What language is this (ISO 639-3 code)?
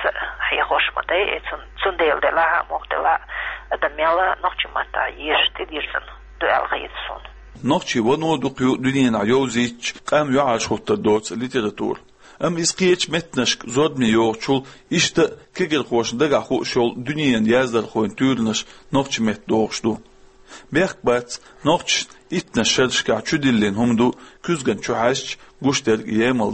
che